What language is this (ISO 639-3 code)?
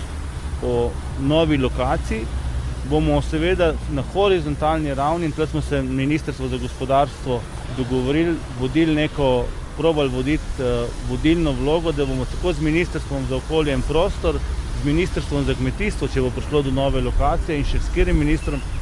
slv